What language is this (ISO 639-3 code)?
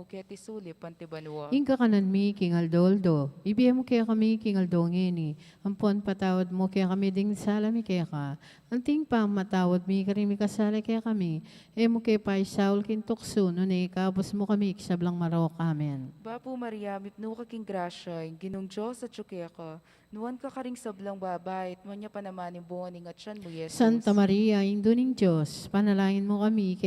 pam